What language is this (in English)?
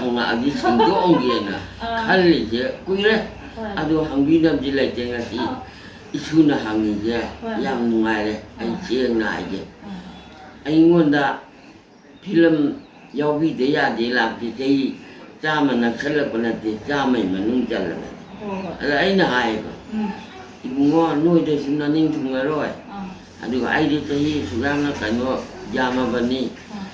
Manipuri